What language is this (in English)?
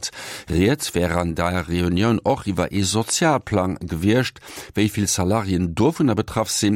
Luxembourgish